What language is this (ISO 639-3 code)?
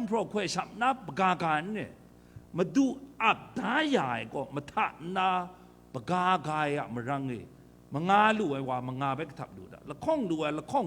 kac